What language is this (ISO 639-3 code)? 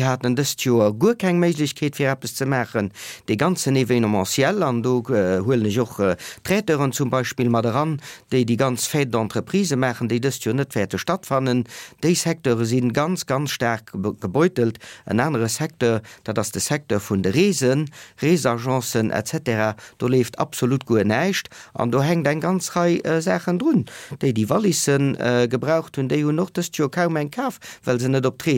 ltz